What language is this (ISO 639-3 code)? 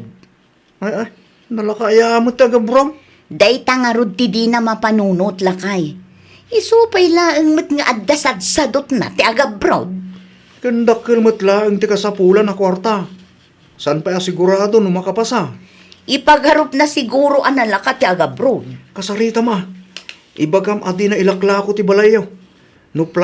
ilo